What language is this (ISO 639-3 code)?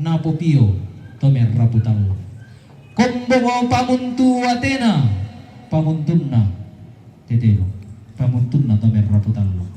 sda